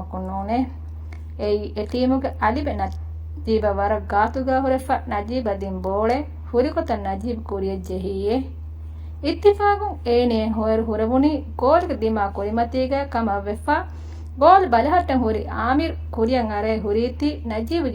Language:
Divehi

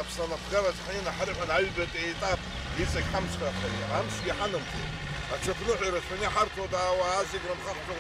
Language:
Abkhazian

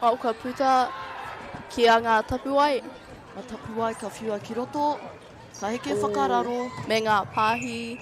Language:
Māori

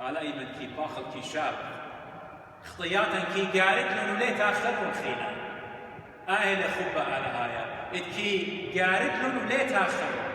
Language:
Assyrian Neo-Aramaic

